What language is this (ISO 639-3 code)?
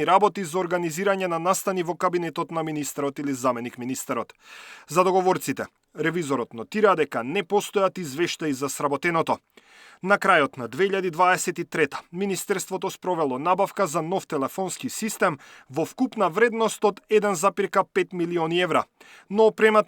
mkd